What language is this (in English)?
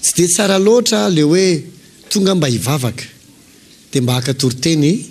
Malagasy